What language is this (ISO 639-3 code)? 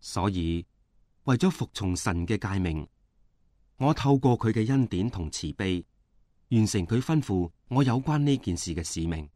yue